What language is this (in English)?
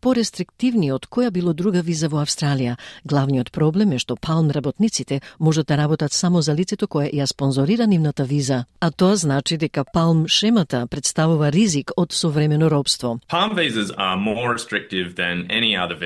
Macedonian